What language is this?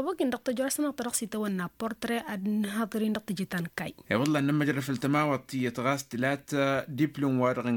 Tamasheq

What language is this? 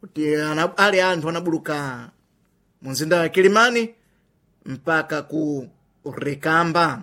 Sena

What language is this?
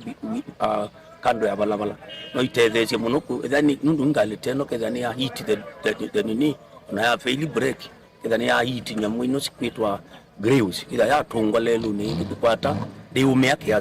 Kamba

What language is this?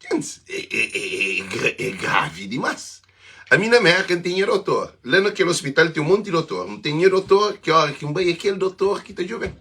Kabuverdianu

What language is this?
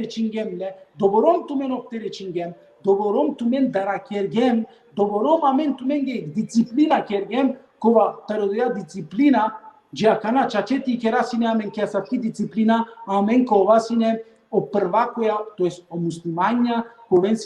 Balkan Romani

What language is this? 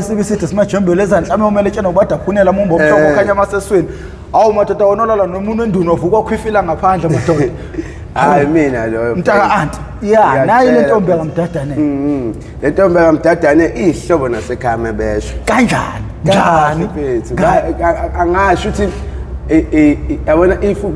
Zulu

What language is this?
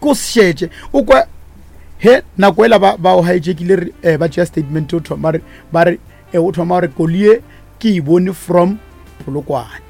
Northern Sotho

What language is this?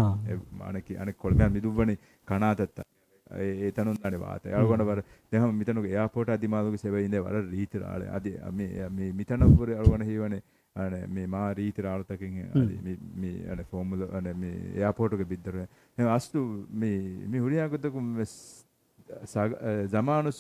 Divehi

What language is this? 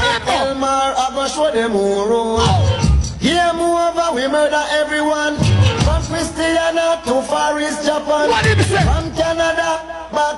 Jamaican Creole English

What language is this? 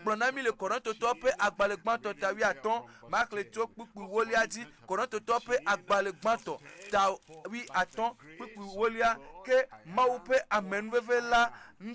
Ewe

